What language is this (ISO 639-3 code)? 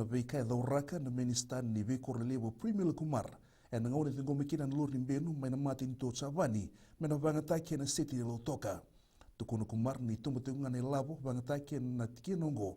fij